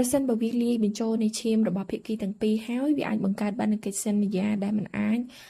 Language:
Khmer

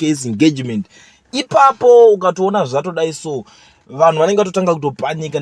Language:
Shona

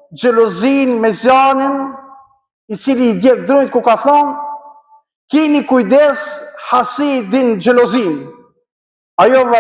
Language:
Albanian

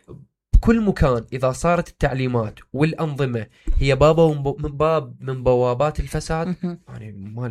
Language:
Mesopotamian Arabic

